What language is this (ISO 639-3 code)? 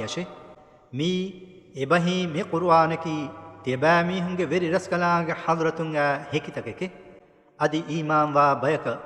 div